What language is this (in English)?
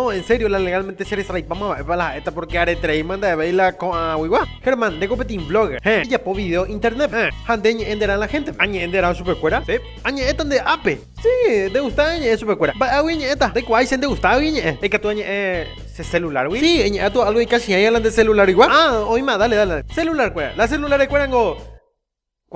Guarani